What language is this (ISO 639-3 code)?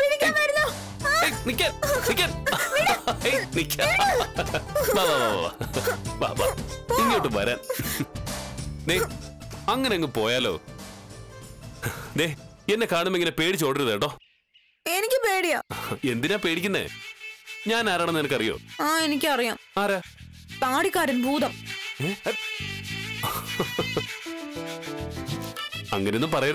mal